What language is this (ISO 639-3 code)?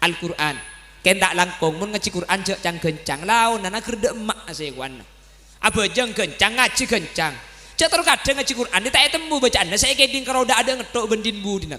mad